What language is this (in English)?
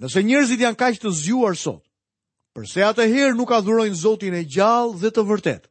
Albanian